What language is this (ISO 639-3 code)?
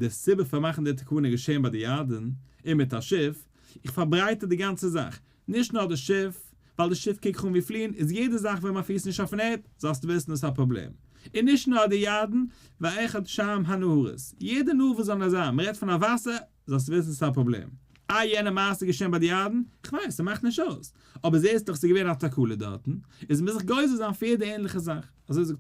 yid